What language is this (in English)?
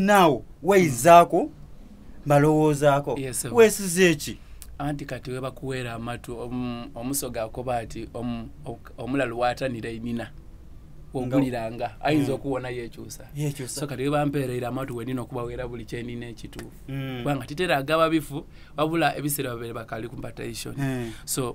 Soga